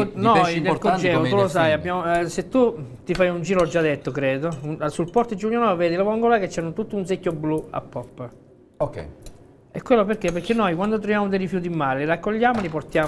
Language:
Italian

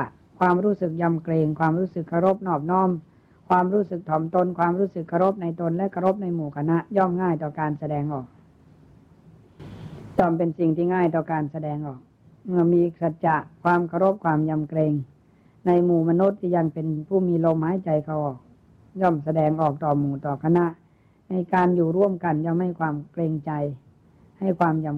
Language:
Thai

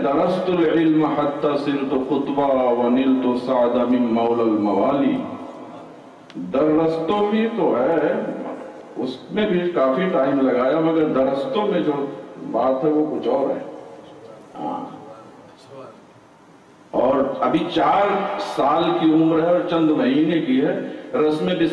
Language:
Urdu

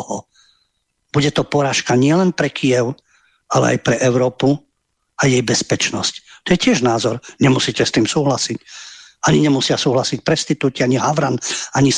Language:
Slovak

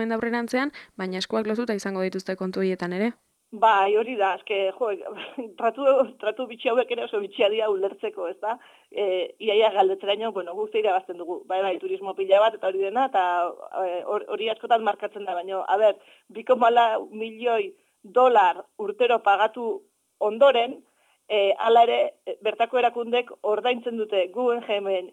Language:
Basque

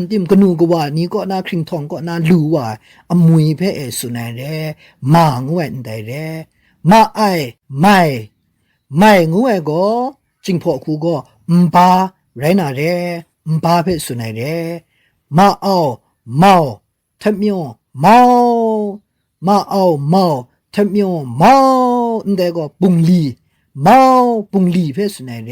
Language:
Kachin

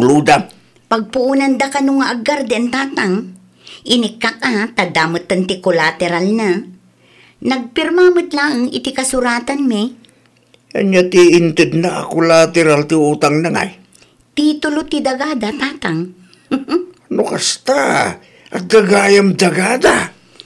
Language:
Iloko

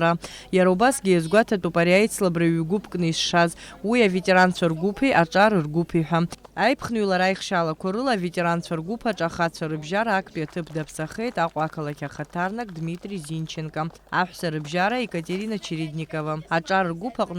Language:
Abkhazian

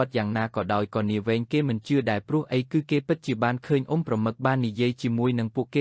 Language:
Khmer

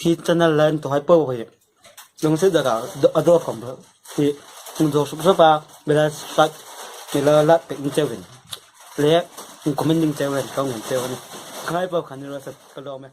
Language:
Hmar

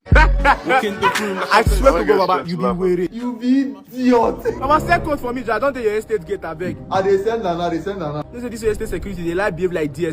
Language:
Nigerian Pidgin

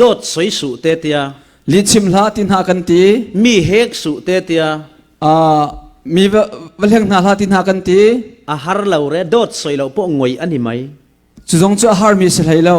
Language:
Falam Chin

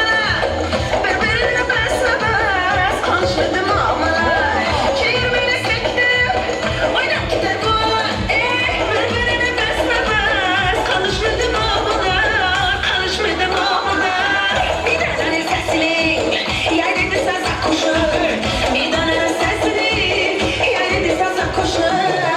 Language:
Turkmen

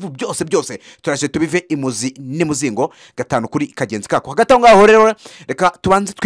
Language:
Kinyarwanda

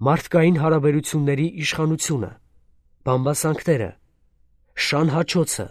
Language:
Armenian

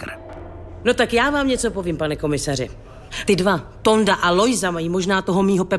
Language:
Czech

